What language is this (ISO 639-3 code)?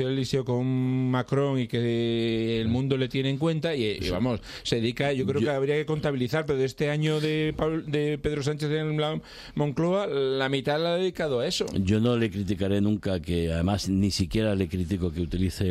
spa